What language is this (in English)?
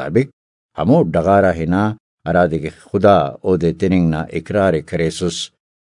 Brahui